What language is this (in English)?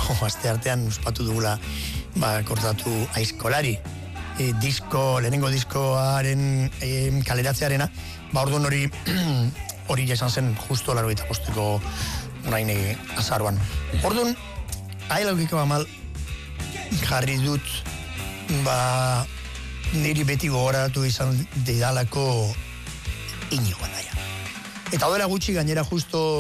Basque